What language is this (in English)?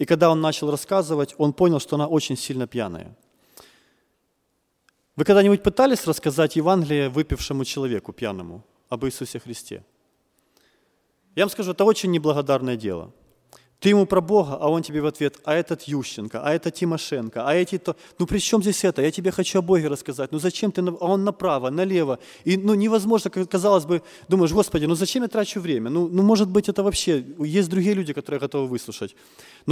Russian